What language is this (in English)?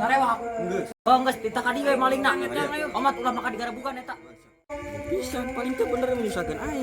Sundanese